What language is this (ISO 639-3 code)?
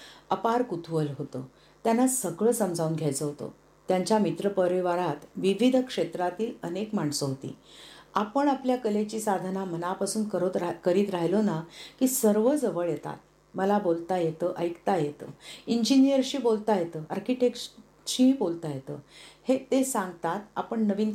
mar